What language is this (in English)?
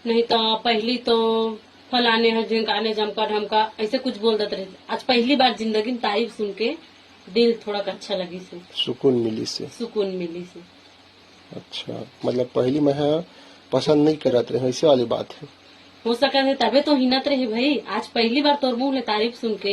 Chhattisgarhi